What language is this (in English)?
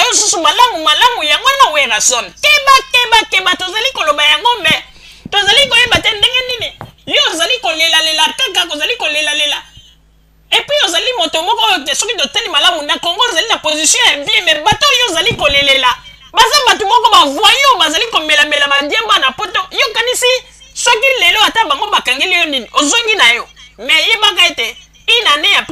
Lingala